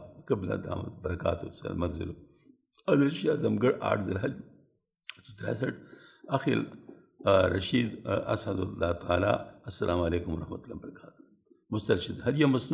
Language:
Urdu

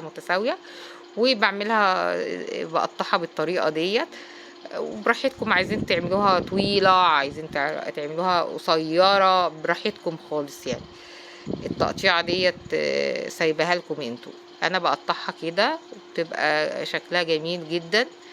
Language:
Egyptian Arabic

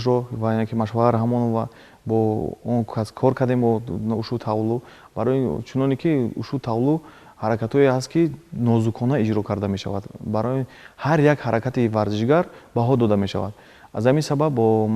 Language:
Tajik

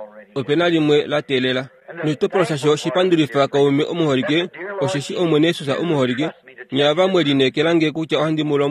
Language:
Kuanyama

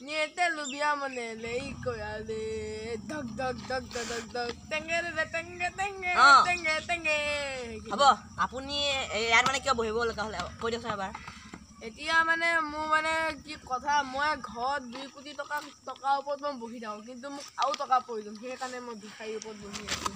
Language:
Assamese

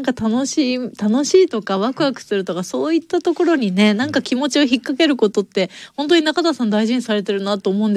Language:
Japanese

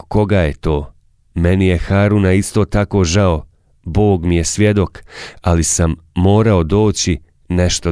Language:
Bosnian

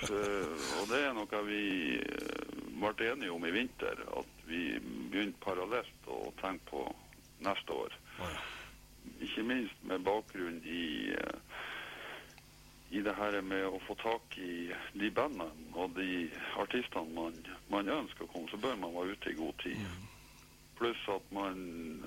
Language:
Norwegian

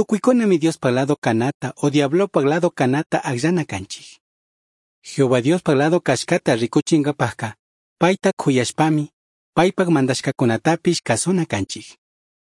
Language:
Chimborazo Highland Quichua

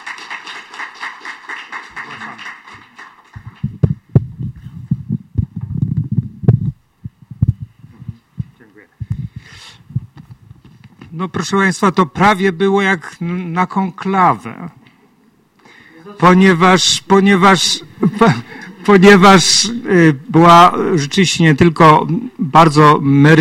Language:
Polish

